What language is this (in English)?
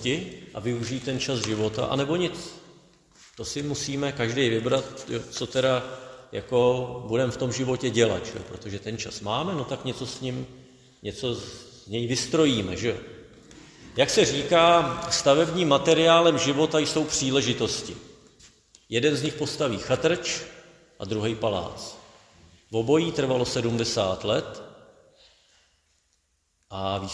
Czech